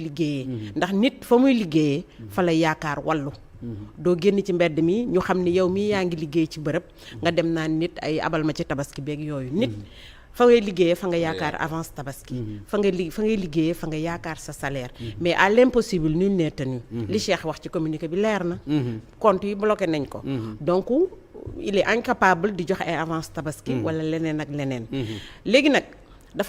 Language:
Wolof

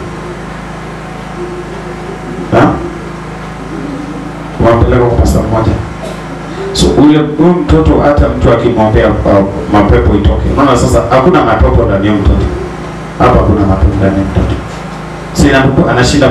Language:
Swahili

